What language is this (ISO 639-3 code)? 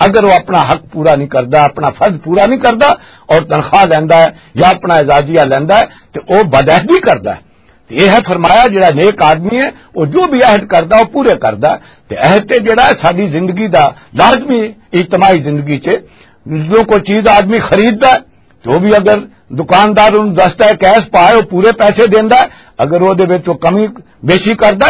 lah